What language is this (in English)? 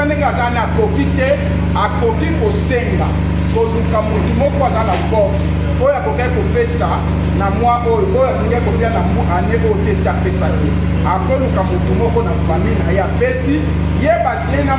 Lingala